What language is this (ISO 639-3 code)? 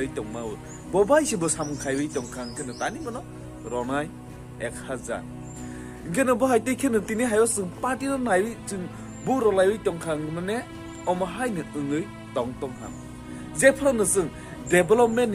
trp